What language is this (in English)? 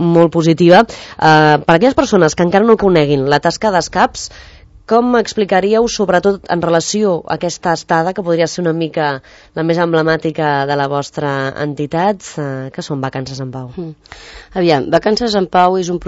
Catalan